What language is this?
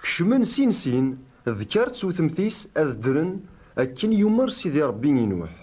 Kabyle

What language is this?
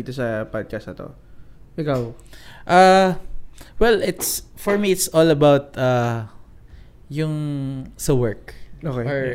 Filipino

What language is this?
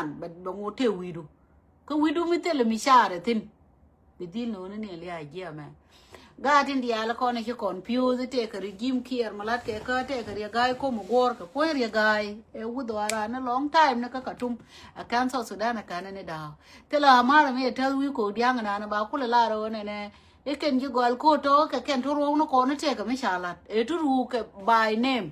Nuer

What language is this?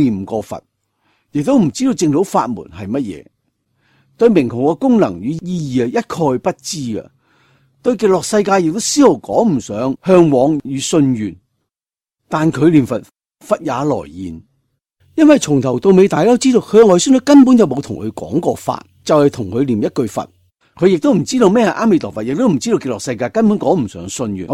Cantonese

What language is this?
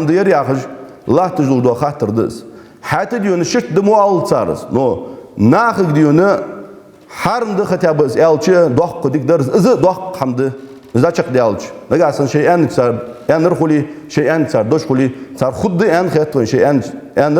Ingush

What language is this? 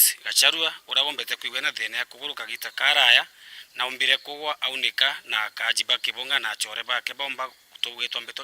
Meru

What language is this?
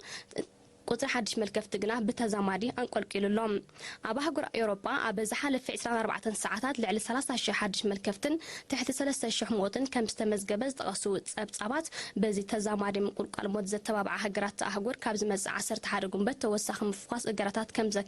Tigrinya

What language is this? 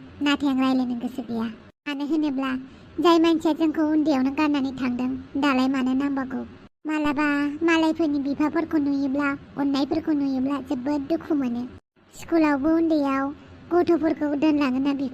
Bodo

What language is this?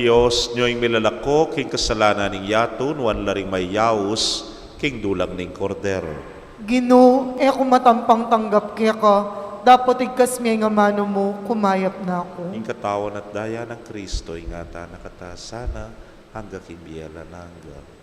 Pampanga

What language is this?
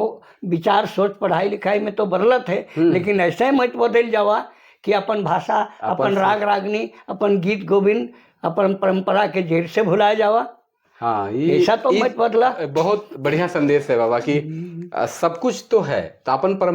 Sadri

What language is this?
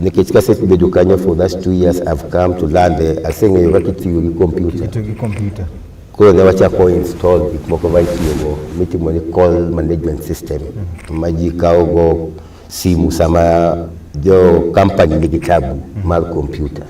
Luo (Kenya and Tanzania)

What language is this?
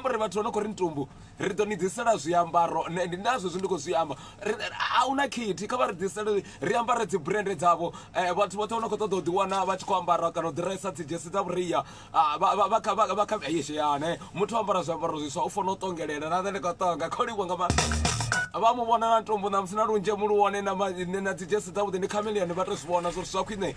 Venda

